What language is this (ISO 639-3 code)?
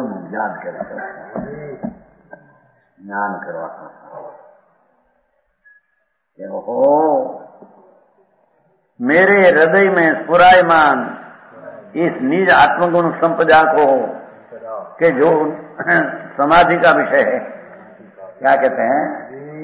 hin